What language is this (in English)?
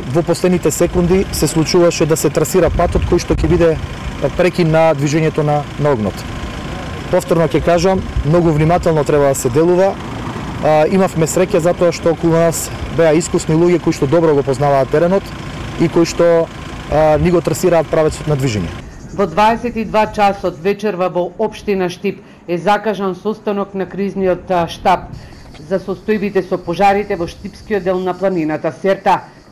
Macedonian